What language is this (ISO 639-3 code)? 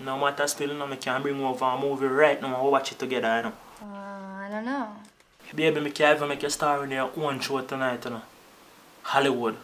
jam